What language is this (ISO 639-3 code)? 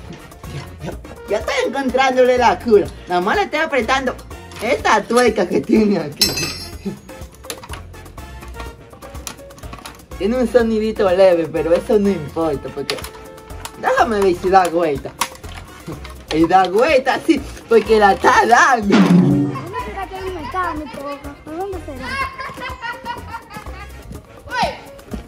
spa